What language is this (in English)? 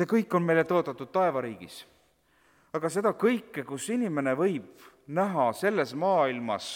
Estonian